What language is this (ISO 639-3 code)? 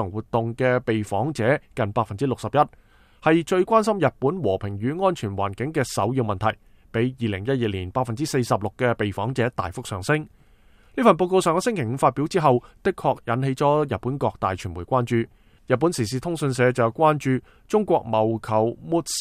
yue